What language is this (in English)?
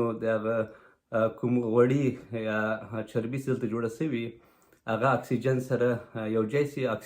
Pashto